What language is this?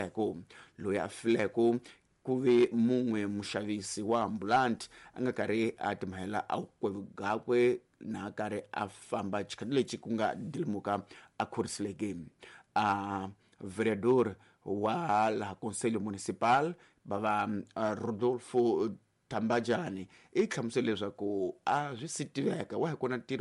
Tsonga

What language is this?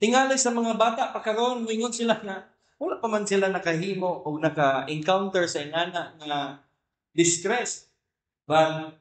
Cebuano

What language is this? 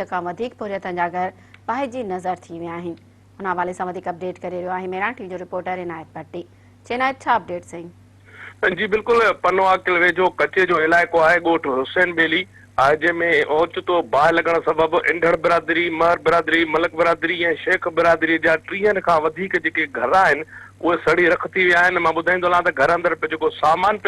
Sindhi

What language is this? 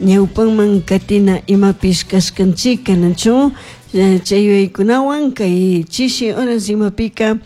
Chimborazo Highland Quichua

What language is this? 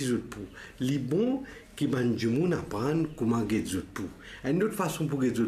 Morisyen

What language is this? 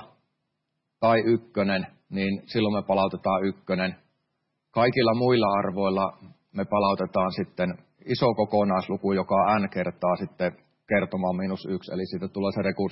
Finnish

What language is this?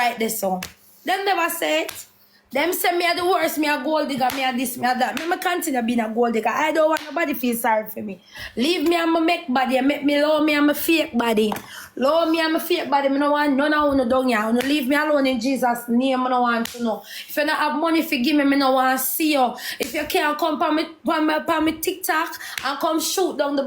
Jamaican Creole English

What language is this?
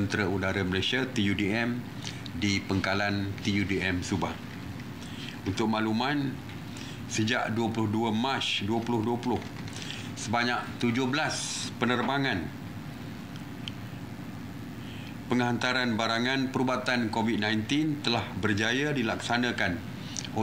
Malay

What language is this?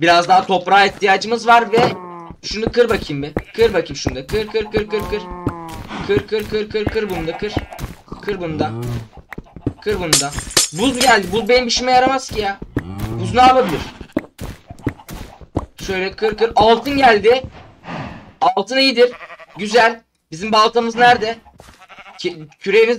Turkish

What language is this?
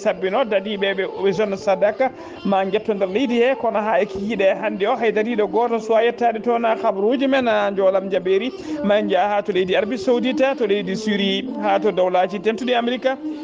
Fula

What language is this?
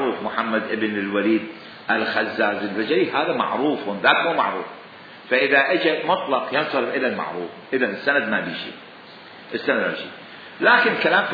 Mesopotamian Arabic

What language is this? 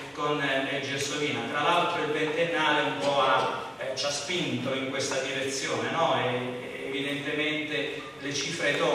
Italian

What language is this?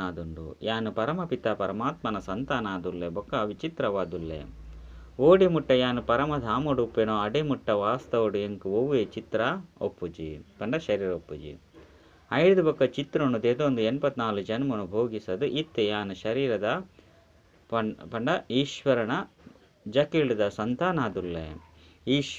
Tulu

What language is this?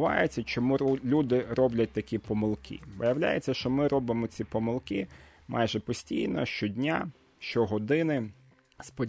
Ukrainian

